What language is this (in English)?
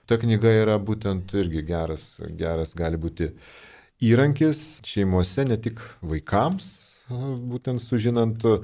Lithuanian